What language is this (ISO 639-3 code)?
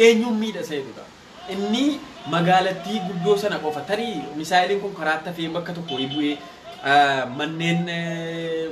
orm